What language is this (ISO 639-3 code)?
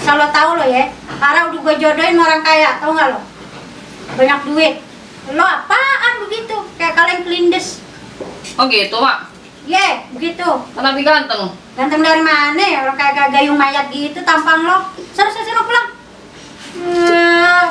bew